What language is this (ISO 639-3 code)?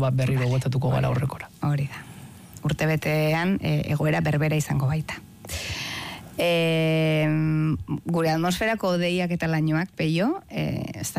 eus